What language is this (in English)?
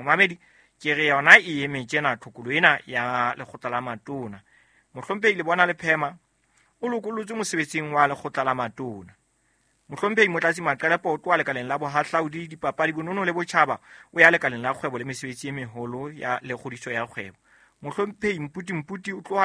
Southern Sotho